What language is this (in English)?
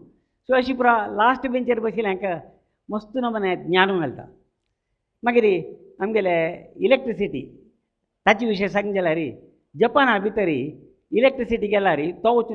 Konkani